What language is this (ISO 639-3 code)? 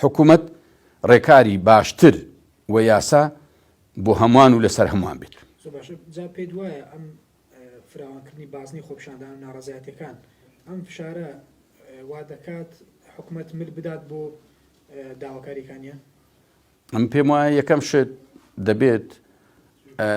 ckb